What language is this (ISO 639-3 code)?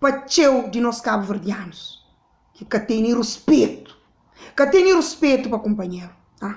kea